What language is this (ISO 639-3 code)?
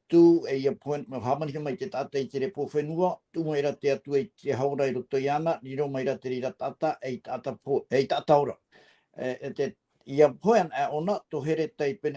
tah